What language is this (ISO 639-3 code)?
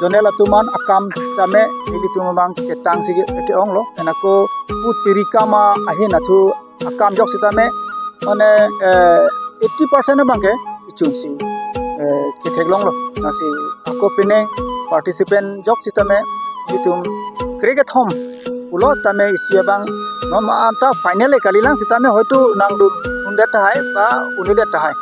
mjw